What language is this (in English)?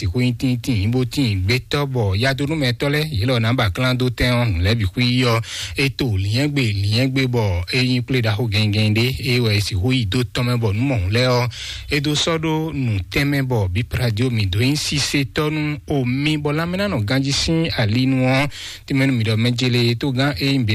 Fon